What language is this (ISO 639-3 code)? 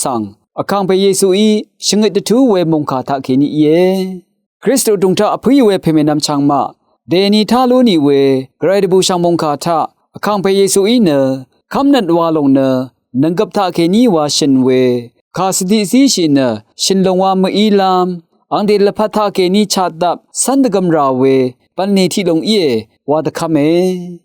raw